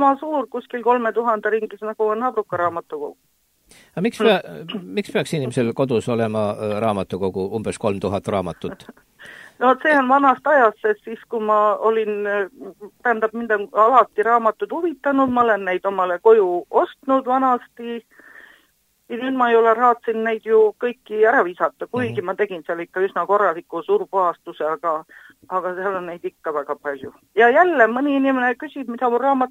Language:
Estonian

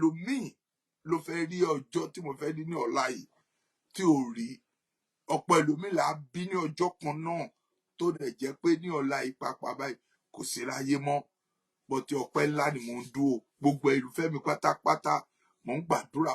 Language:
Yoruba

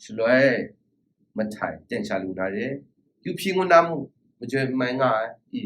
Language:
Kachin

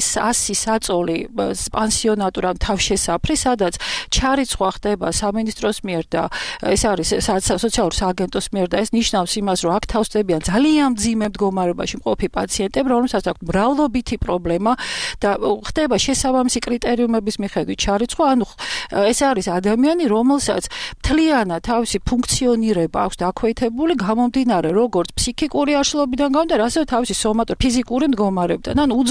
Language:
Georgian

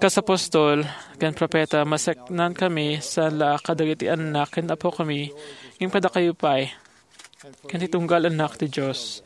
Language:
Iloko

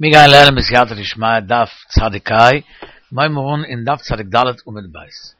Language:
Yiddish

